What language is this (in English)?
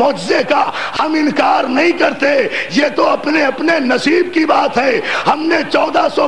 Urdu